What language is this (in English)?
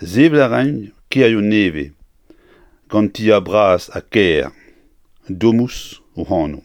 Breton